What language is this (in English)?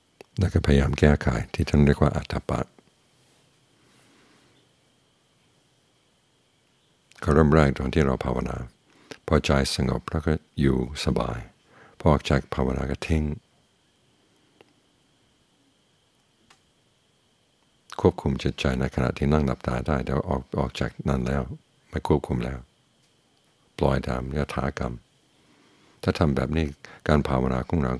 Thai